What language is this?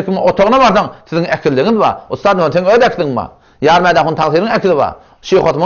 Turkmen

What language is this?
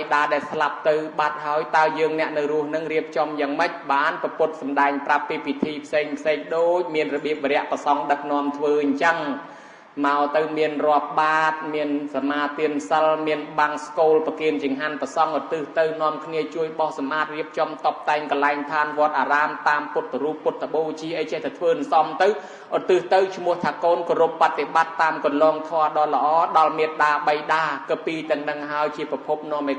Khmer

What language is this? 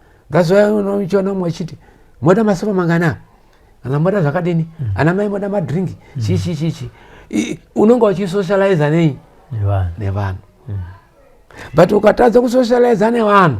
Shona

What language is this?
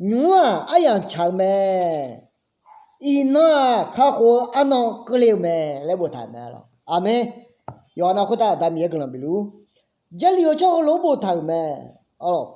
Akha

